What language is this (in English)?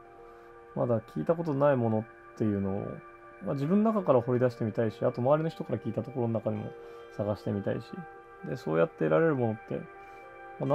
Japanese